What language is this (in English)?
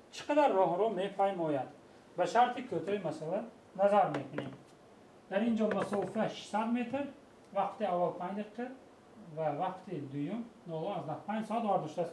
Tajik